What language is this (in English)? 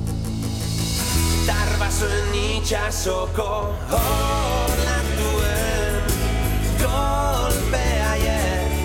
Basque